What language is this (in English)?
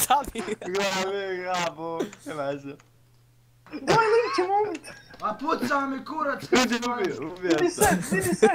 Bosnian